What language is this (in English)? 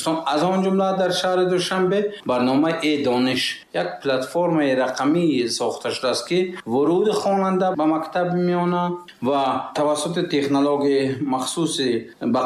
Tajik